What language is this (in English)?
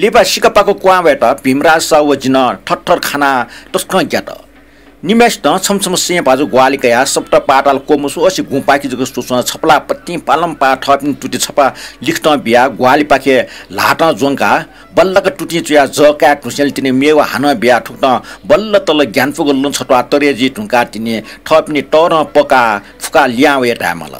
Newari